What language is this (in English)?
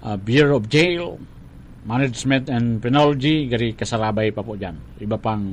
Bikol